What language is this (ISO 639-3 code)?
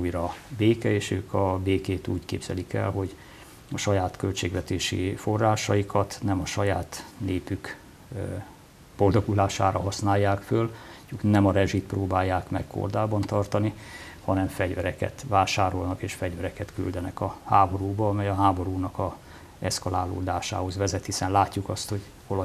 hun